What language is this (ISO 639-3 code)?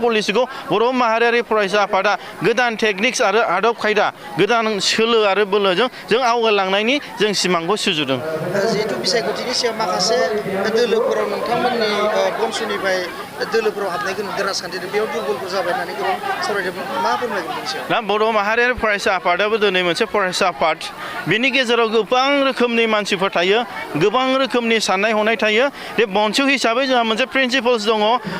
brx